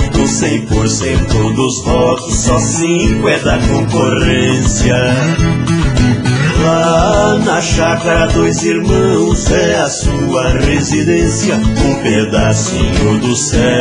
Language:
Portuguese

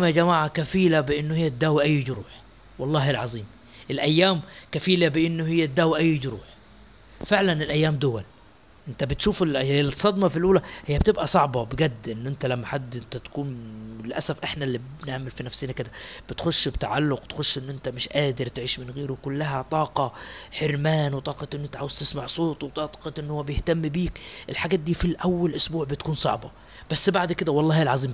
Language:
Egyptian Arabic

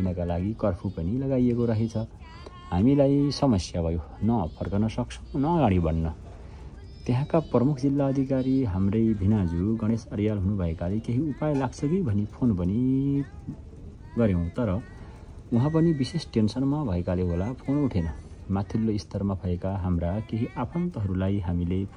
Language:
Nepali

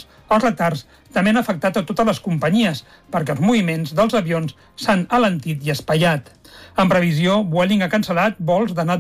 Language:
Catalan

